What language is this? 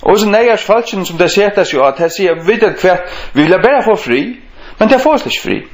Faroese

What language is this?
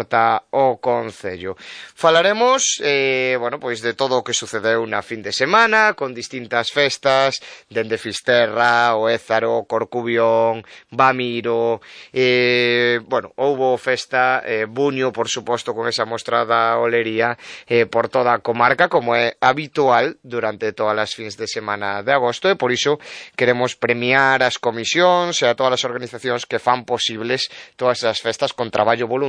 Galician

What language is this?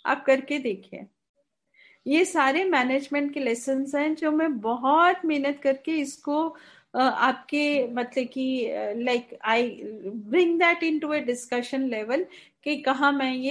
Hindi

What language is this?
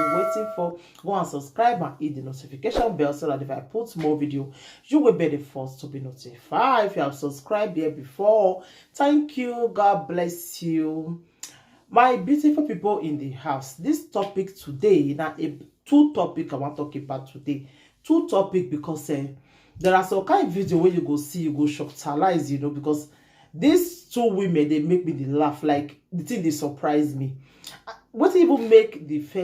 Nigerian Pidgin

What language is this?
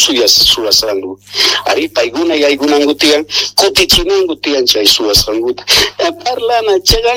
South Bolivian Quechua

